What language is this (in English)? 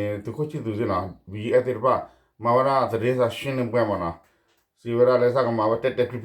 S'gaw Karen